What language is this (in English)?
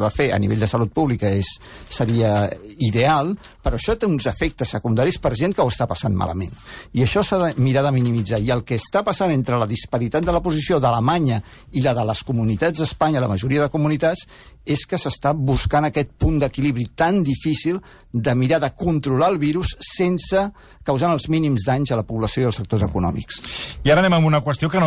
Catalan